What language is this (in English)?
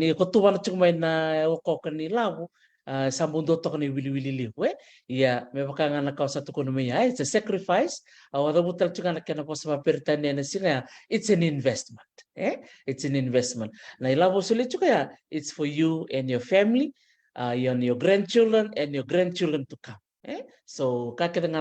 Fijian